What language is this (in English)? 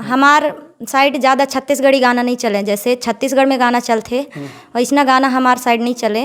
Chhattisgarhi